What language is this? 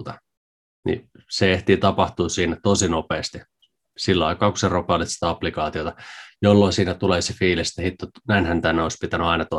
Finnish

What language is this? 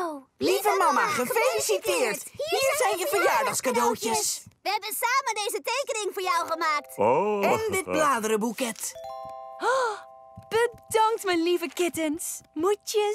Dutch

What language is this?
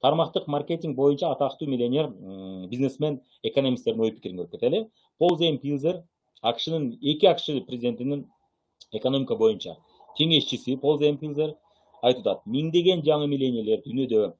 Kyrgyz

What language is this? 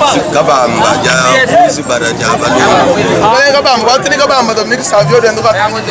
Luba-Lulua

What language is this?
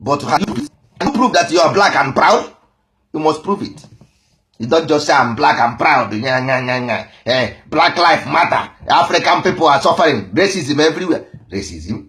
Igbo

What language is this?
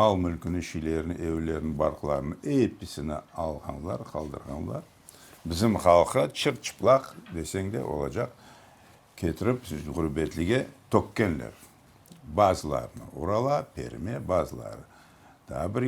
Crimean Tatar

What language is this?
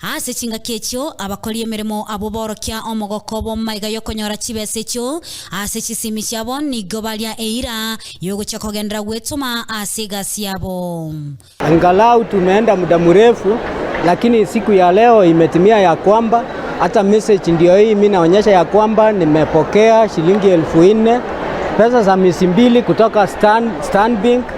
Gusii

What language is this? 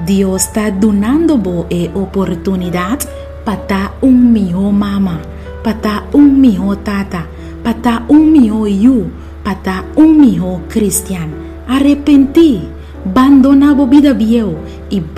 Papiamento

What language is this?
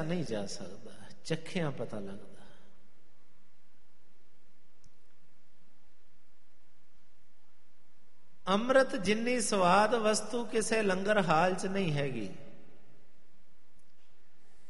Punjabi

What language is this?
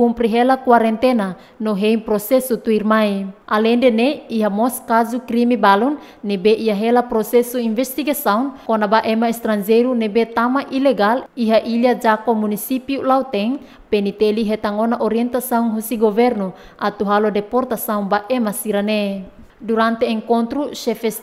Tetum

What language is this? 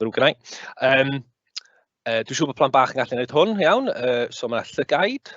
Welsh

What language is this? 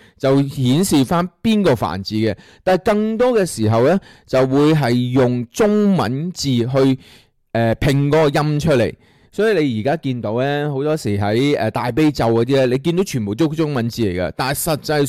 Cantonese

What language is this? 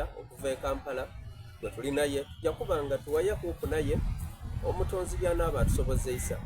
Soga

